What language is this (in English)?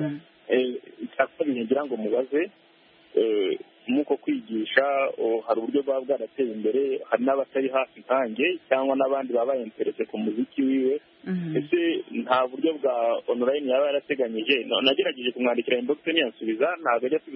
Kinyarwanda